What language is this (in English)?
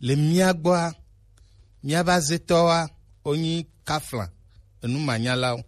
Gen